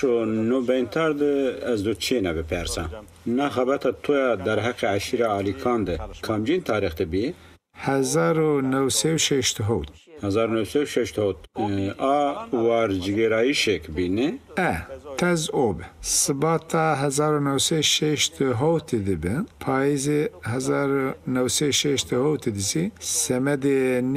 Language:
Zaza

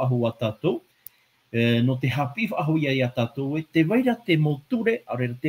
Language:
Tahitian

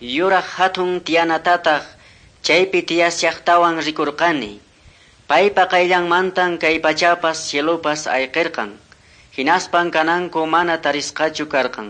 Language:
Quechua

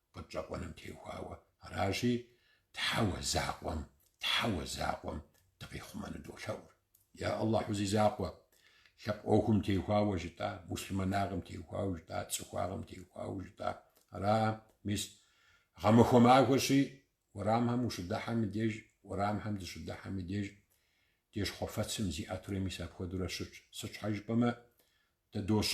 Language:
Kabardian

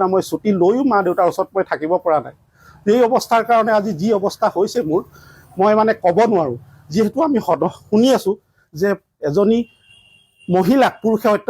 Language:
Assamese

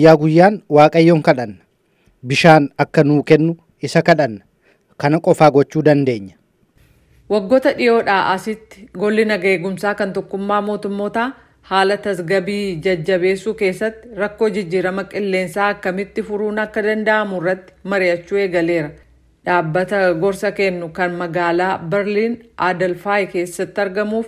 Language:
Oromo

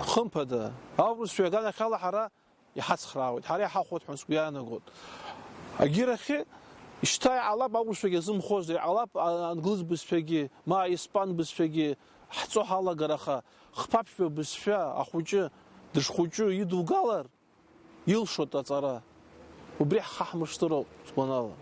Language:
Abkhazian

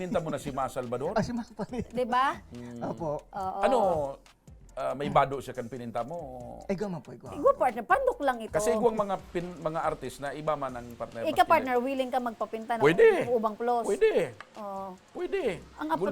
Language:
Bikol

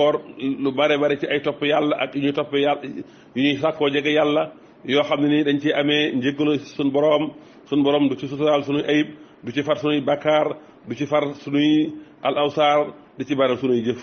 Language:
Wolof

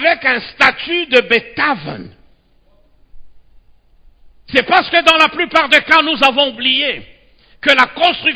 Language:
French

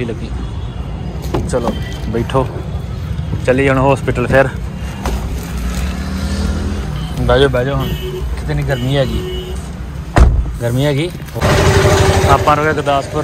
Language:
Punjabi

